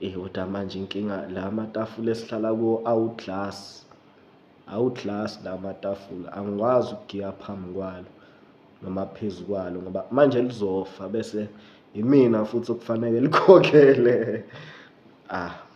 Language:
Zulu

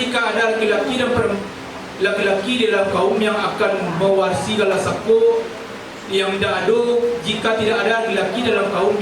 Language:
Minangkabau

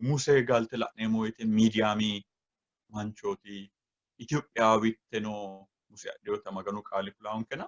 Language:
Sidamo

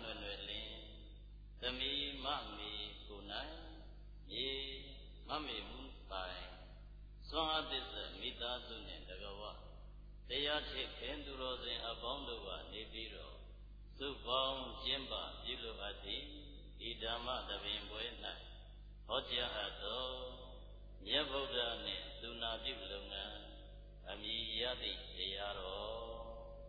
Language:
Burmese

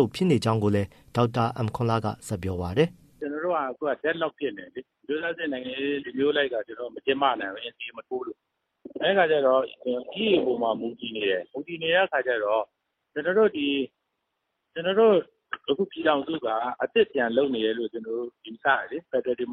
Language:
Burmese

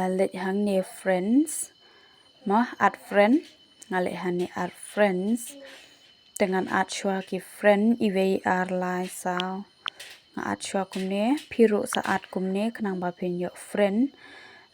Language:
Khasi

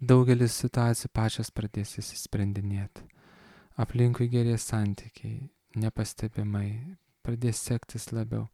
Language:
Lithuanian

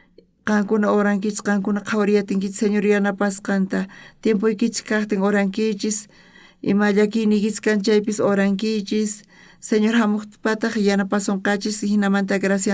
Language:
South Bolivian Quechua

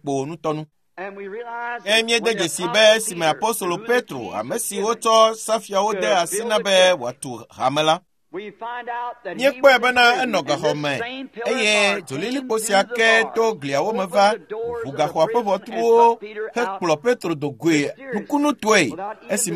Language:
Ewe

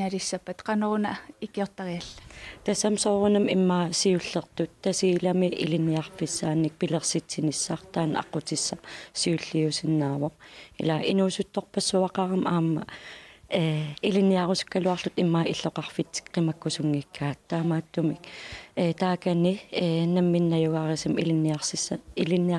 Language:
Kalaallisut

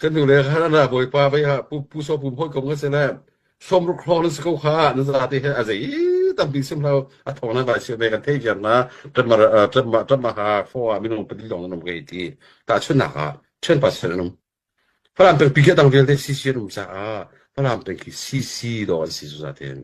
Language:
Hakha Chin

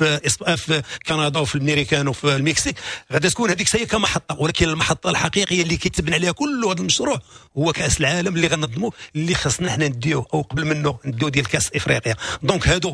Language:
Moroccan Arabic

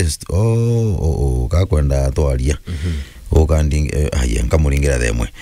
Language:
Meru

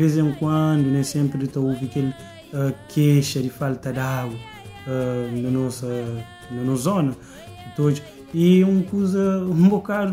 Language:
Kabuverdianu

